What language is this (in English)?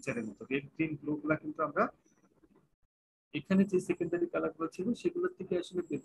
Bangla